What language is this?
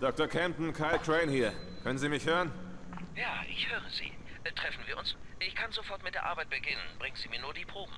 Swiss German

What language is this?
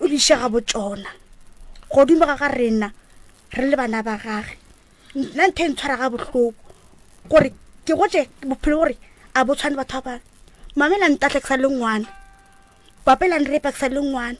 Northern Sotho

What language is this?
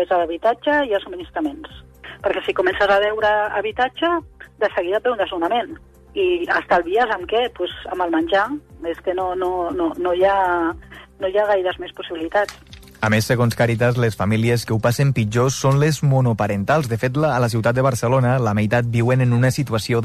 Catalan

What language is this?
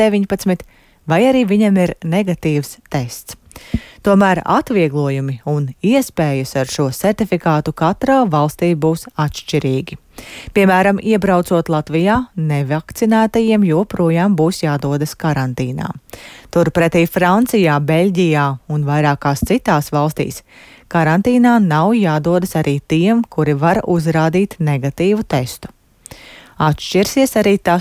Latvian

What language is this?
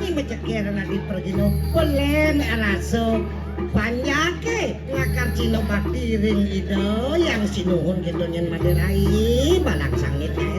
Balinese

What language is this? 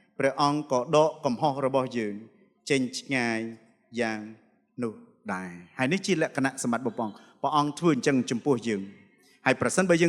Khmer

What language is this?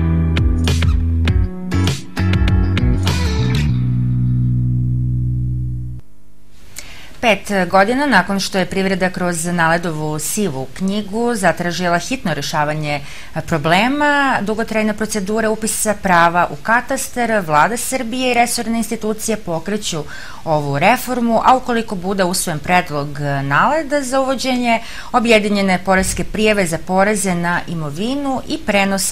Serbian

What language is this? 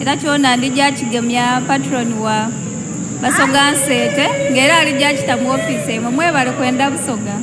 Soga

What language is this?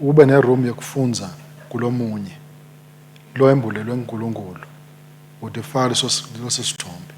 Swati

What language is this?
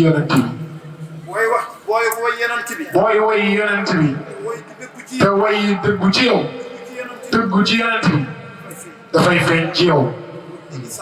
Wolof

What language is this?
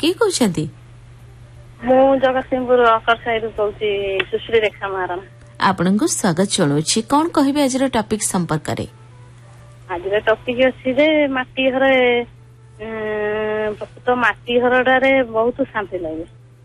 Odia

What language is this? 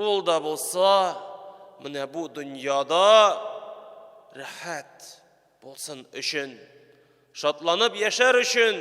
Tatar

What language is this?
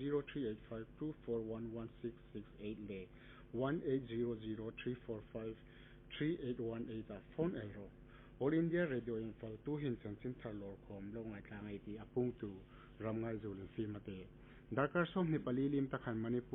Hmar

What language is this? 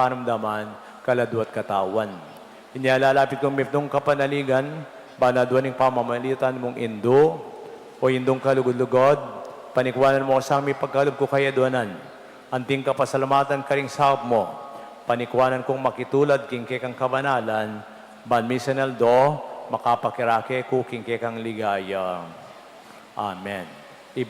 Pampanga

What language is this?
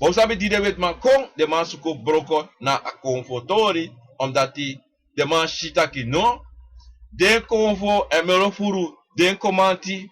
Sranan Tongo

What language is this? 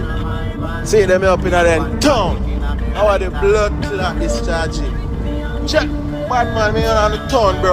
Jamaican Creole English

